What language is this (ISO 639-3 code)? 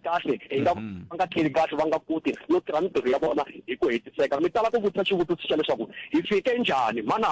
tso